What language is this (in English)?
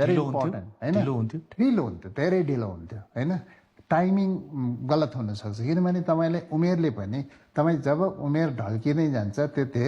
Nepali